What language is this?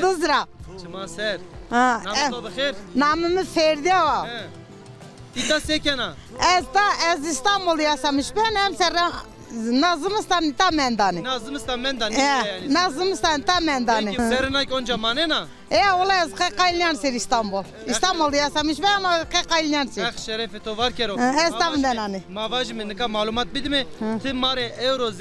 Zaza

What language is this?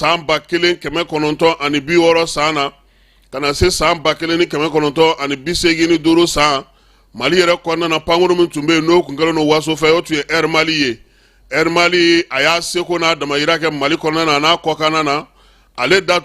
Bambara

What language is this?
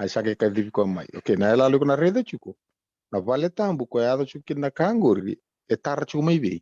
Fijian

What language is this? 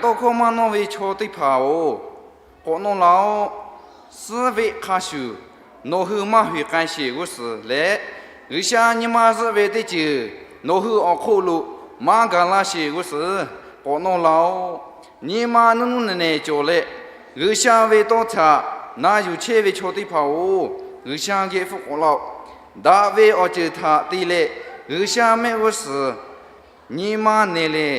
Lahu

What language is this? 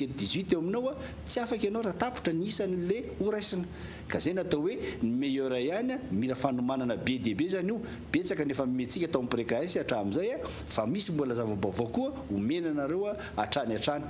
Malagasy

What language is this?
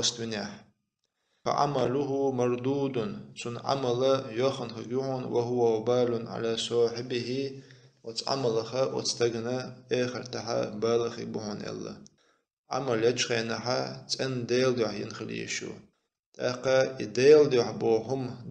Chechen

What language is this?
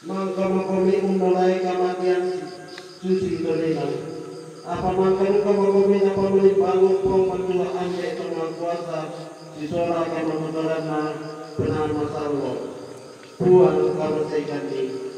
Toraja-Sa'dan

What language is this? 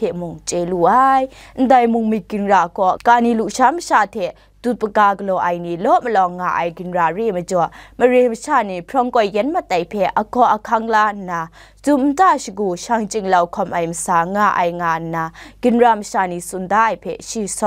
Kachin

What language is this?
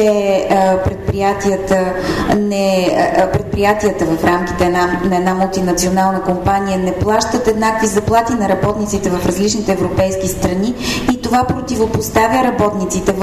Bulgarian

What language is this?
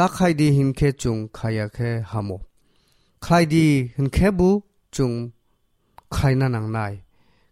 Kok Borok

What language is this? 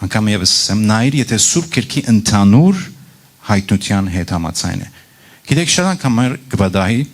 Western Armenian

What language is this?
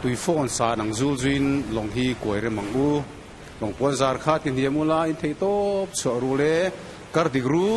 Mizo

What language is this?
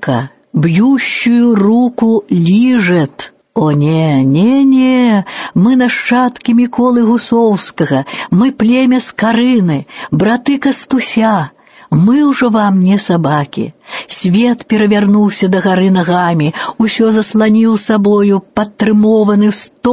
Belarusian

